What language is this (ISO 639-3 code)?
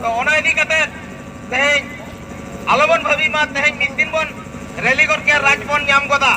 sat